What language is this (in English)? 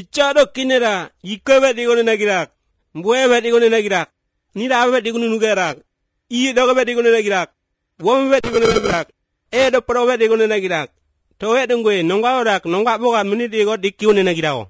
Basque